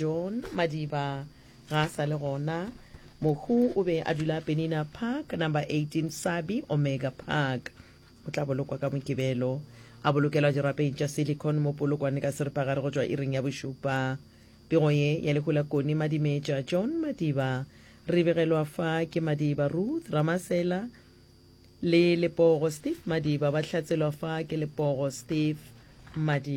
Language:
Northern Sotho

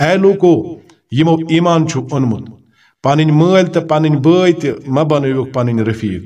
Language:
Kashmiri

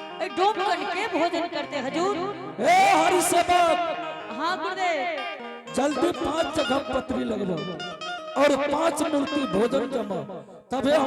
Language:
Angika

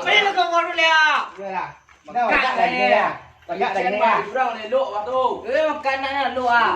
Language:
Minangkabau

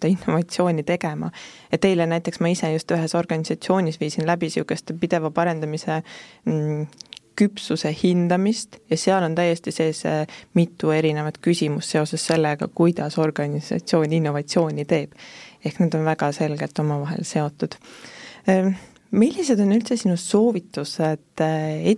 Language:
Estonian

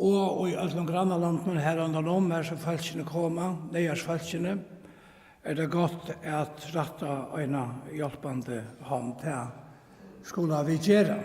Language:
Faroese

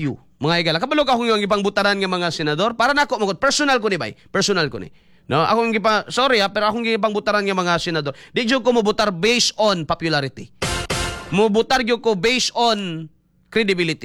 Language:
Cebuano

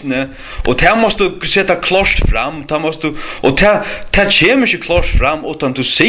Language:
Faroese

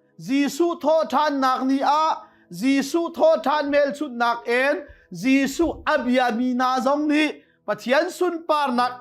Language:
Hakha Chin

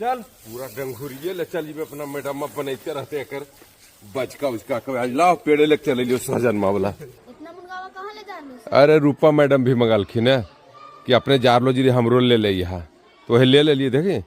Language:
Magahi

